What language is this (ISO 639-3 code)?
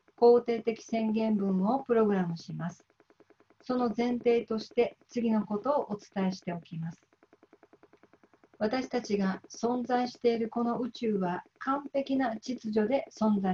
jpn